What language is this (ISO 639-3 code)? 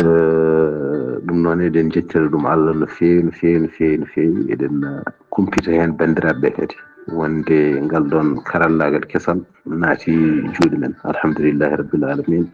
ful